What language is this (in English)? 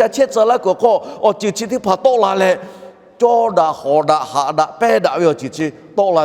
Lahu